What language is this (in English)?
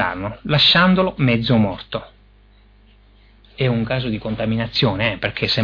Italian